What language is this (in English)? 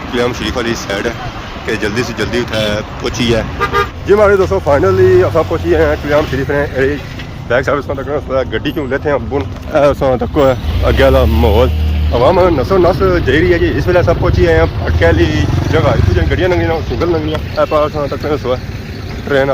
Pahari-Potwari